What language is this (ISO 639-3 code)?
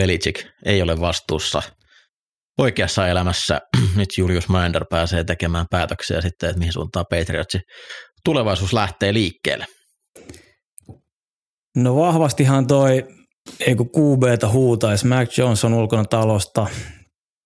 fin